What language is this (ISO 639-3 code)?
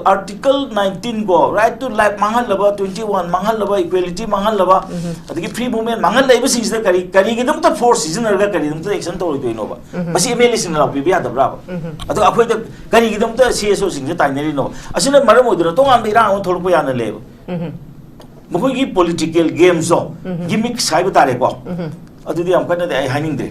mni